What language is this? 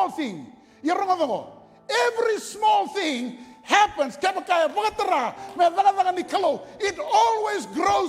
Fijian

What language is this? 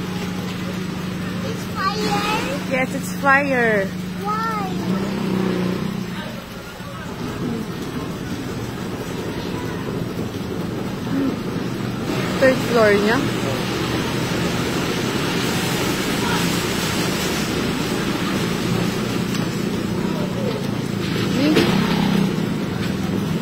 Filipino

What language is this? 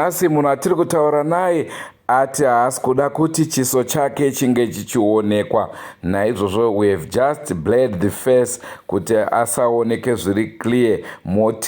Shona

